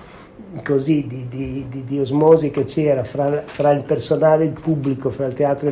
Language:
Italian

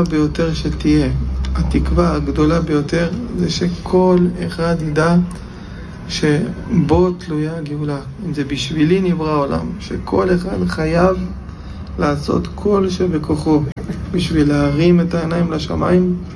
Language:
Hebrew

